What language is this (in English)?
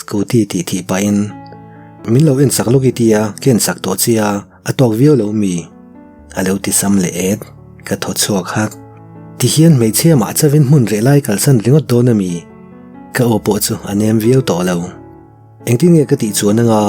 Mizo